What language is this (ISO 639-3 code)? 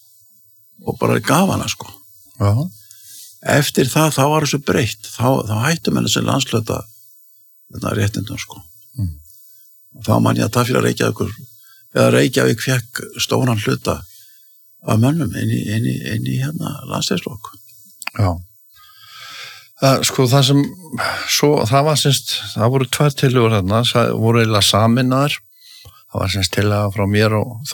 isl